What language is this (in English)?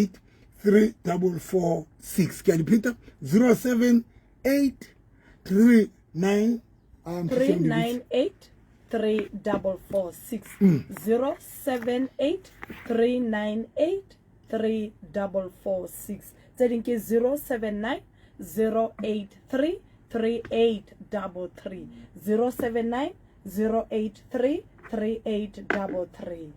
Southern Sotho